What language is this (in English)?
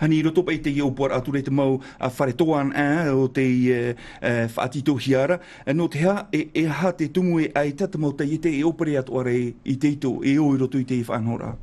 Tahitian